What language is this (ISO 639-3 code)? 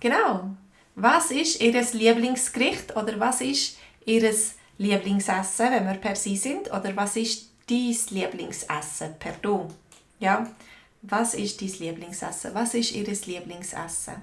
gsw